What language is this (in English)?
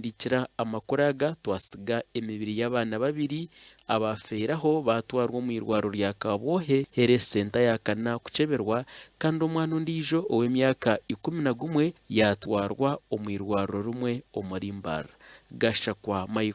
Nyankole